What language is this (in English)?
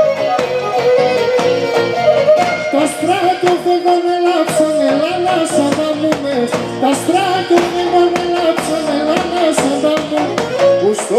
Greek